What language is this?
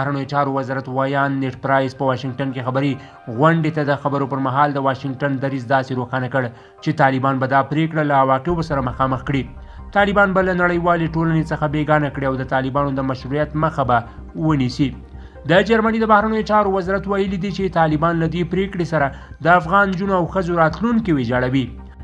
Pashto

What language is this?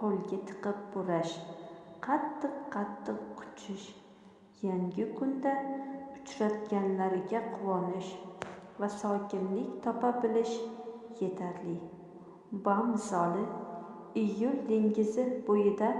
Uzbek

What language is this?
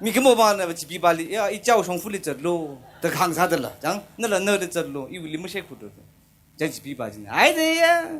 Tangkhul Naga (India)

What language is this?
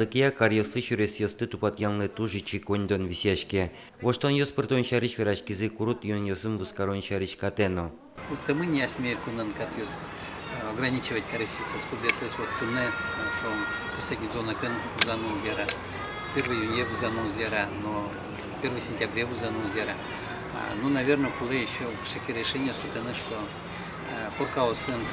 Udmurt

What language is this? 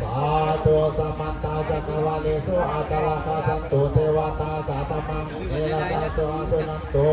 Pali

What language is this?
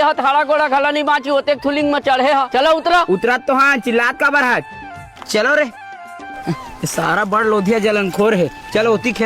Chhattisgarhi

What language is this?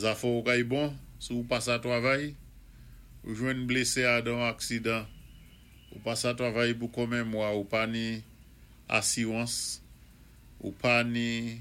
Saint Lucian Creole French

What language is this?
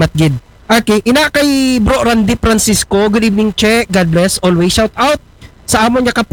Aklanon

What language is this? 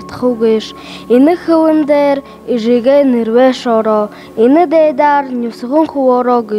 Buriat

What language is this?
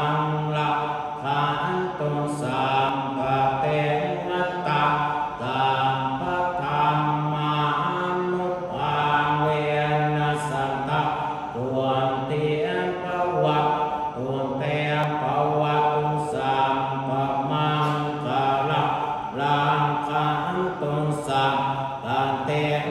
Pali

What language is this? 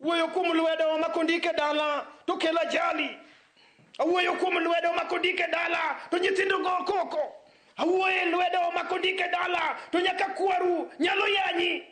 Luo (Kenya and Tanzania)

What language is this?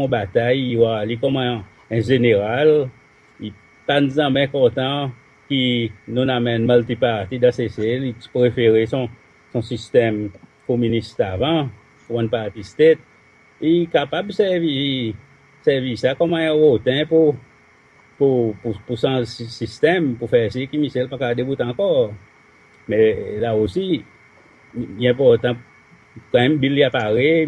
Seselwa Creole French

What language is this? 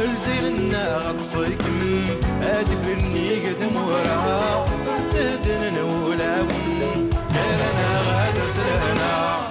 Algerian Arabic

